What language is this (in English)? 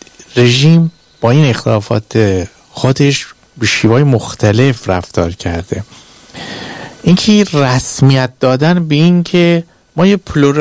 Persian